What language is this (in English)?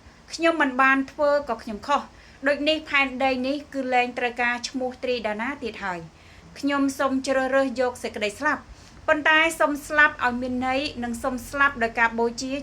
Khmer